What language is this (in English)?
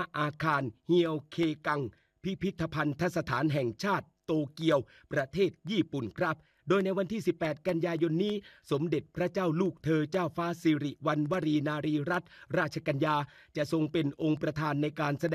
Thai